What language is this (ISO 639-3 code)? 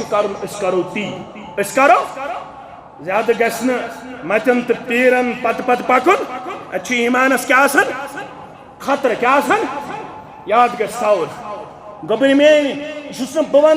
kas